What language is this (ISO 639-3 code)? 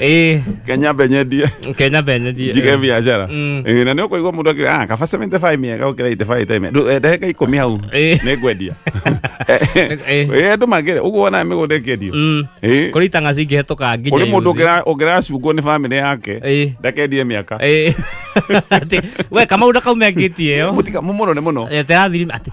kik